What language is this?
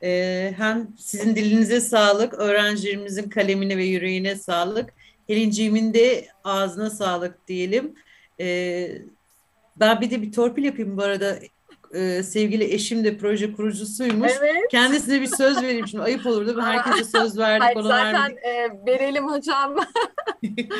Turkish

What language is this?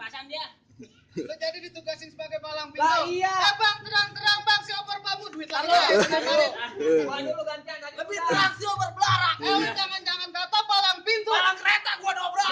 Betawi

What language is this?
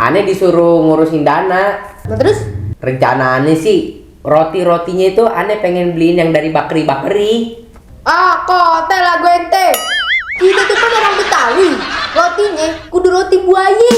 Betawi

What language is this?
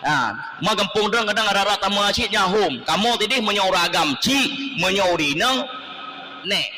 Achinese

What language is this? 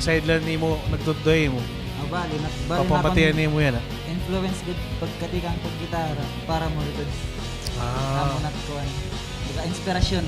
Waray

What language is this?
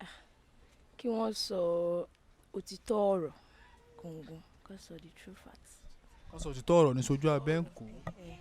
Yoruba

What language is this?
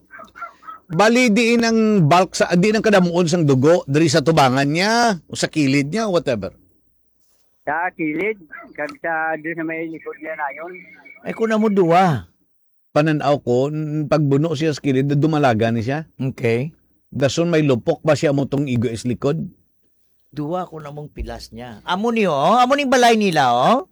Hiligaynon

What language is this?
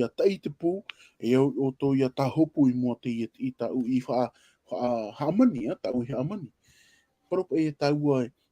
Tahitian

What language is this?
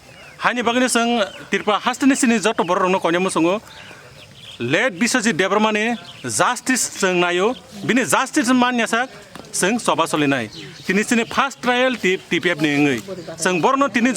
Kok Borok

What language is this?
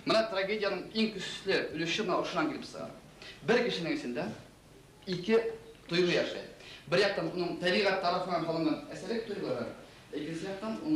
Bashkir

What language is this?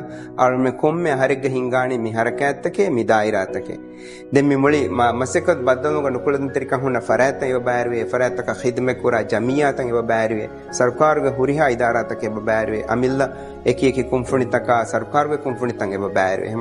Divehi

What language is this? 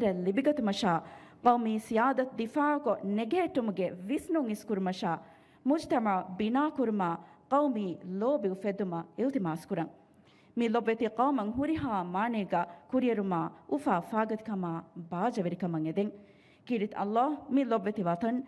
Divehi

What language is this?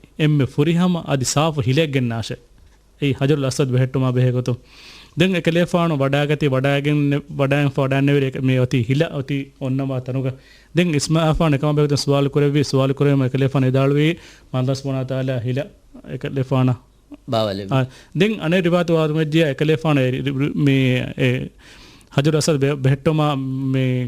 Divehi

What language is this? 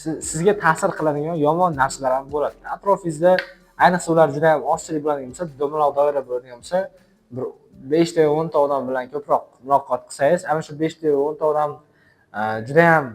Uzbek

